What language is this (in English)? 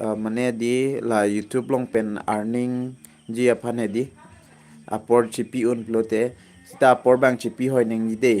Karbi